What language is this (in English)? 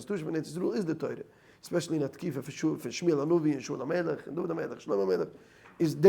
Yiddish